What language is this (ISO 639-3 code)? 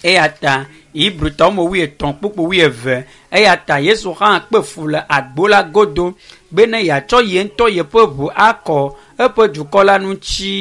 ewe